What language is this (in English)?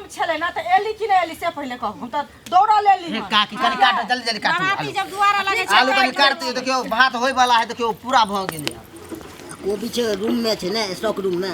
Maithili